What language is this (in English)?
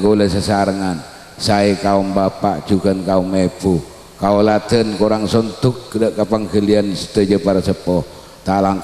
Madurese